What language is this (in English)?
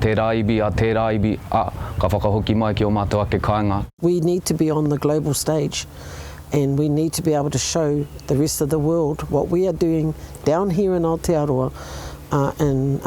Māori